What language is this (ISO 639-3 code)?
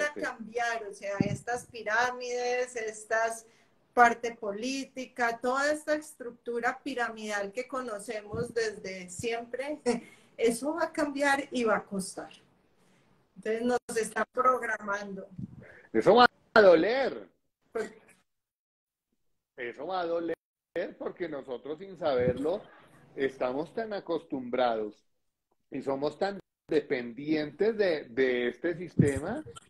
spa